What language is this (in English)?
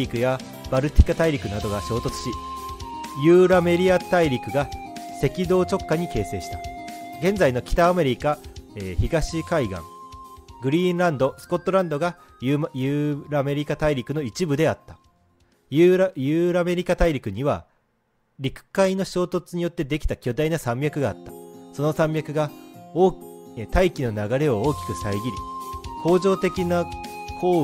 Japanese